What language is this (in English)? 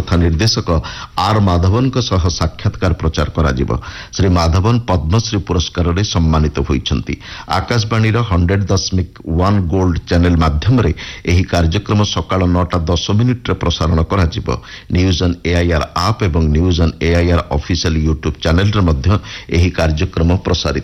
Odia